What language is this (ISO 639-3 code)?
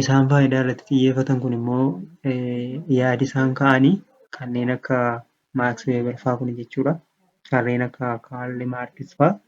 orm